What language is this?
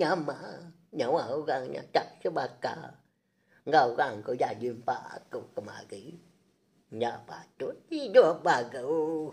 Iban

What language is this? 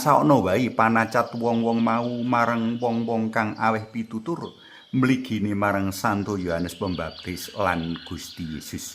Javanese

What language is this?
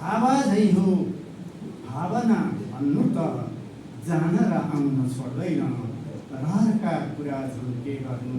Nepali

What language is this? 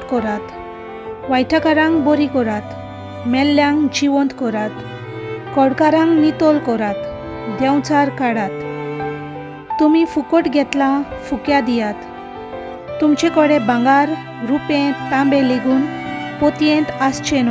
Konkani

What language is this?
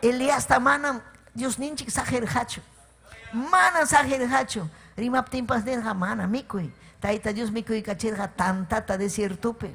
Ayacucho Quechua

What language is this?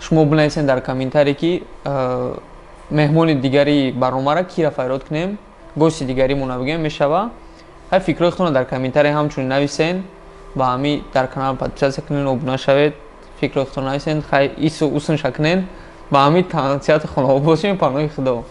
Tajik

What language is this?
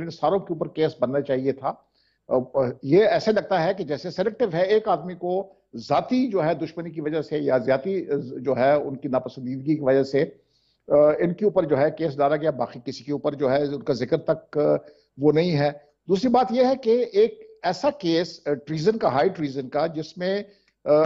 Urdu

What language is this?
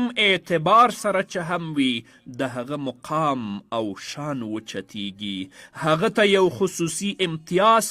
Pashto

